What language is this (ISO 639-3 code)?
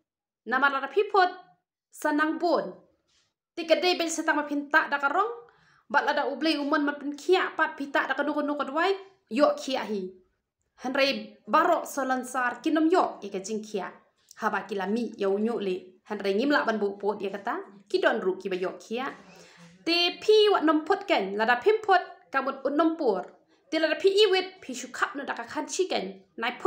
kha